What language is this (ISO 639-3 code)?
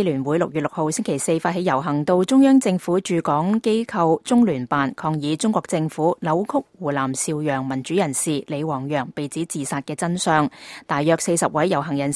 yue